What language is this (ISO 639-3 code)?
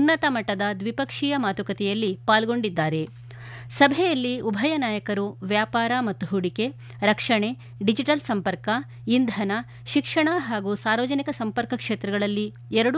kan